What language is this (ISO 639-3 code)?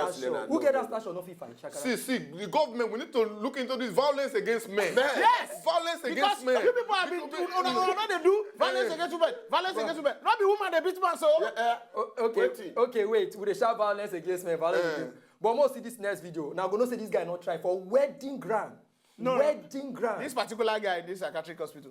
pcm